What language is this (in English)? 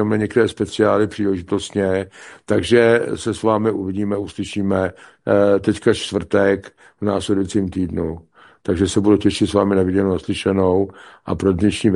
Czech